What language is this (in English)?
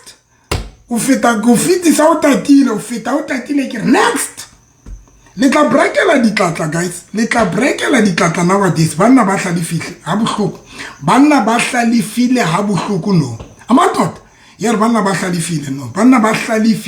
Southern Sotho